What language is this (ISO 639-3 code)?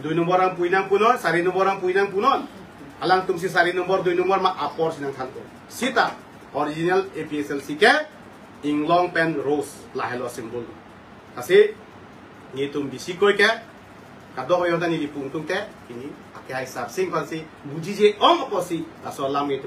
mjw